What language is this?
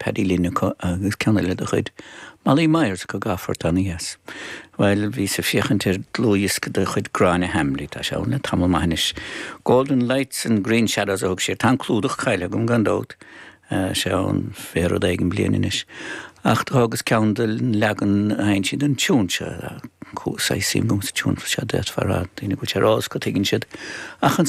Irish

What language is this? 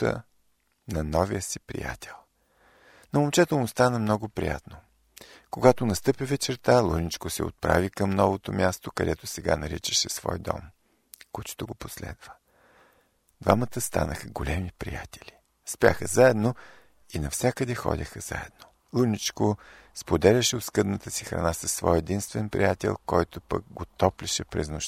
Bulgarian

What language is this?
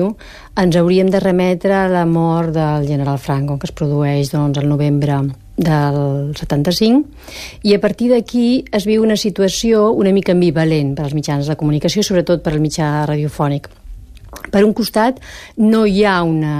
Catalan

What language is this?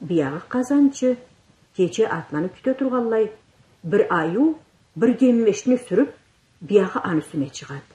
Karachay-Balkar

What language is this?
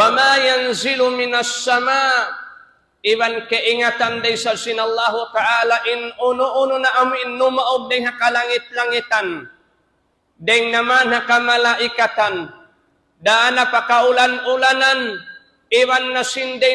Tausug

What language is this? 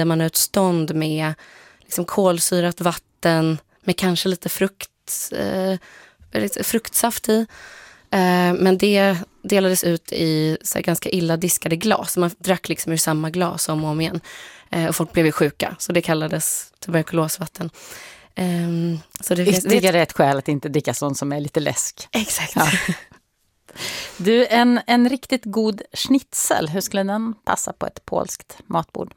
Swedish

